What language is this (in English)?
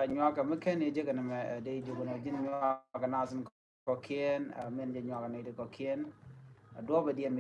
Nuer